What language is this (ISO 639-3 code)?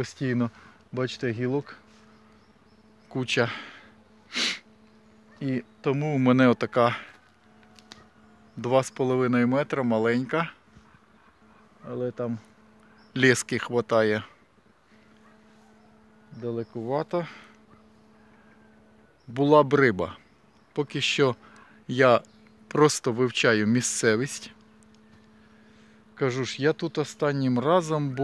ukr